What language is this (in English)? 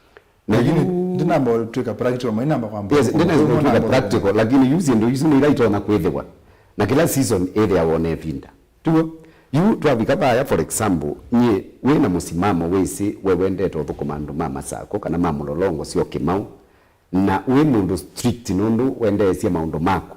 Kamba